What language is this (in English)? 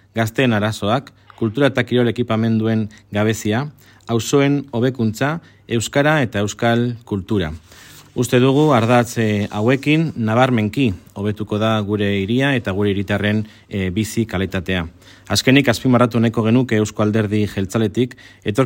Basque